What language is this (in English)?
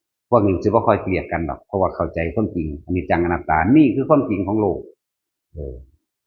Northeastern Thai